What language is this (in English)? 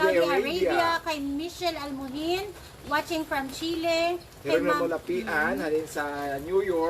Hiligaynon